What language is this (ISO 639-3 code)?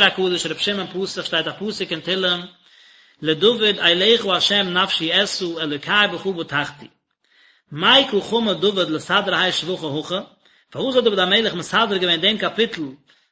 yid